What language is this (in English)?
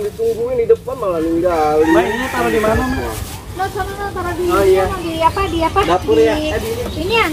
Betawi